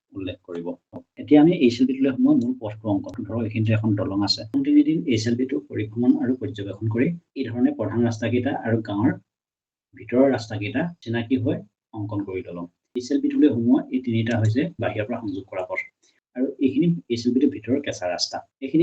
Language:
Assamese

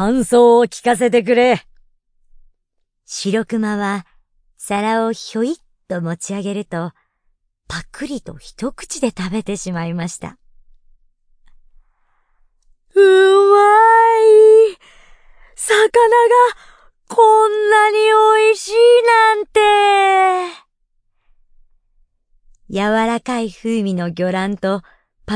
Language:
Japanese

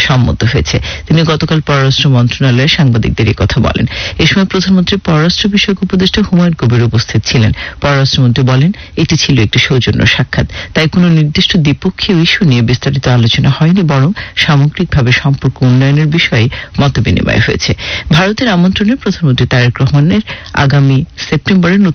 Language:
Bangla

